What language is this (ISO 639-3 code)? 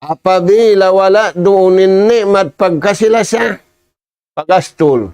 tsg